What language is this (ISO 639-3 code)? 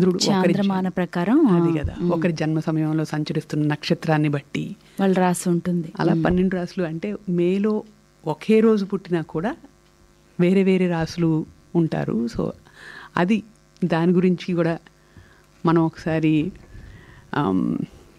tel